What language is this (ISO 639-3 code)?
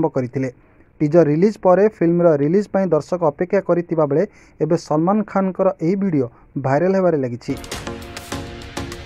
ori